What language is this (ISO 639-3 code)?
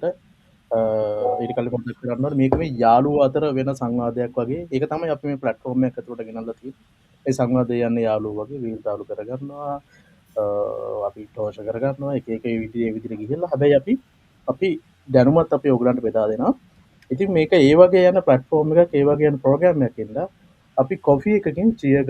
sin